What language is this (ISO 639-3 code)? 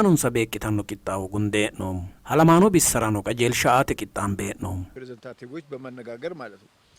sid